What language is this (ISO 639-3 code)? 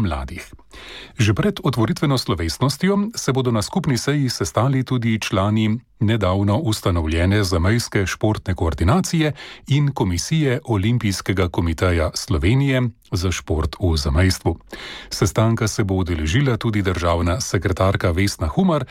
slv